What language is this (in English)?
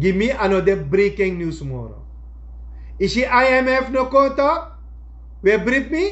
Sranan Tongo